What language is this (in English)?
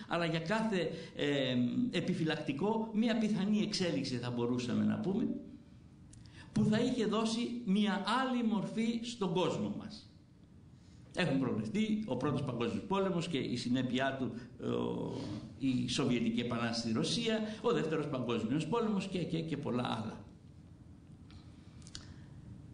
Greek